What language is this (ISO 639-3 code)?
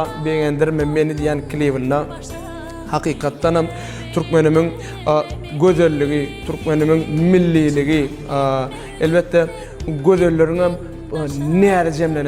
tuk